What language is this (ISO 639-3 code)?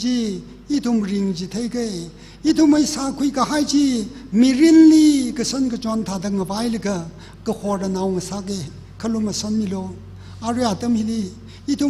nmf